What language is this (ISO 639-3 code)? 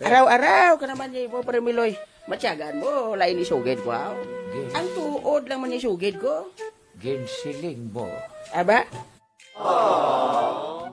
hil